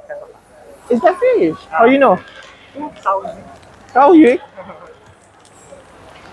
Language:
Malay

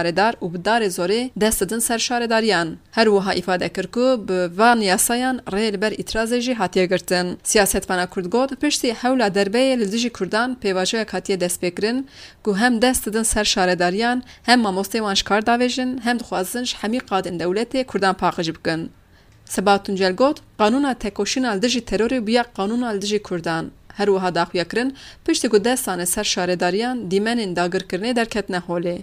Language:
Kurdish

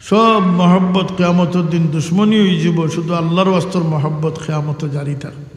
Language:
Sylheti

